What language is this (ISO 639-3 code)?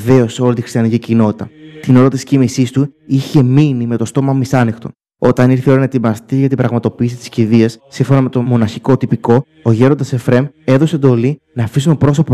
ell